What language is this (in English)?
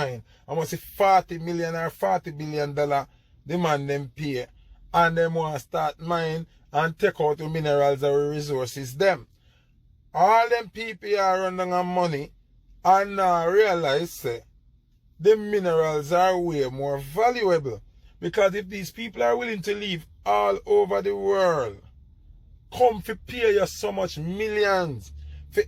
Jamaican Creole English